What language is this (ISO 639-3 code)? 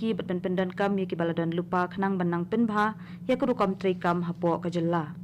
kha